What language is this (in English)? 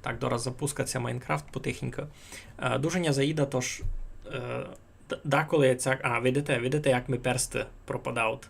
Rusyn